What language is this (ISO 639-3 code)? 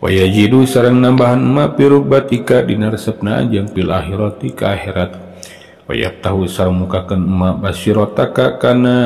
sun